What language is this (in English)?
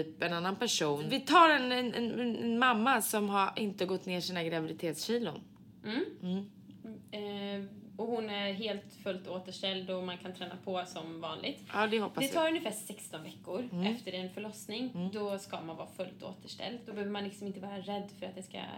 Swedish